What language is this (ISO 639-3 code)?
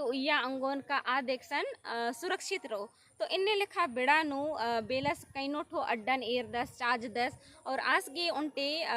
kru